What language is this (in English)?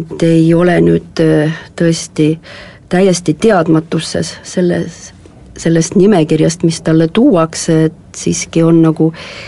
Estonian